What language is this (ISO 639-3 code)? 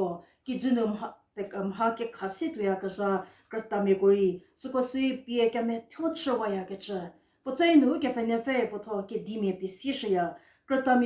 njm